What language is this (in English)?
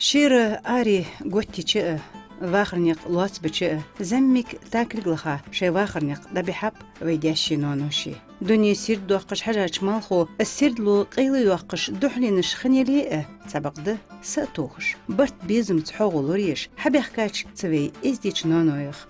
Ingush